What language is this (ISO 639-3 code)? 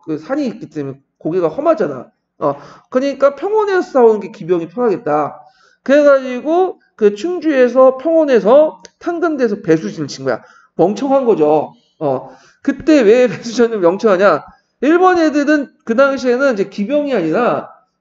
kor